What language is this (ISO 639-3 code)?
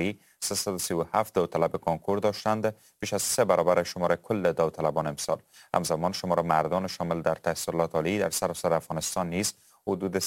fas